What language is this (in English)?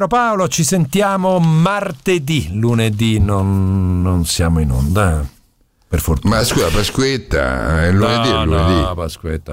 Italian